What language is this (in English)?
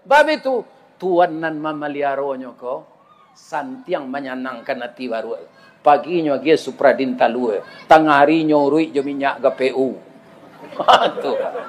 Minangkabau